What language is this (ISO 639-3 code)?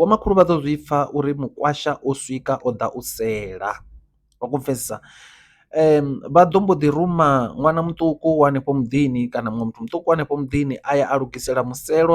ven